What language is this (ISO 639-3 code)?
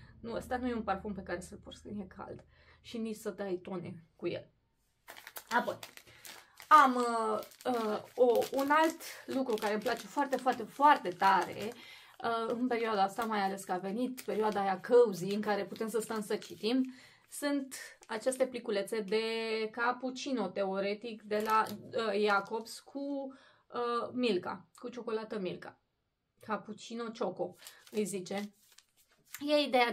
ron